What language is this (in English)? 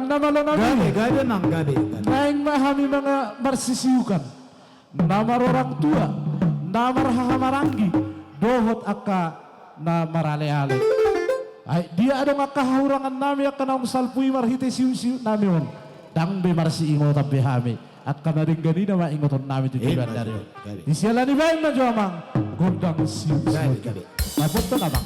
Batak Toba